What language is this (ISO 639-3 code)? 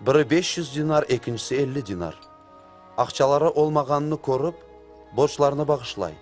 crh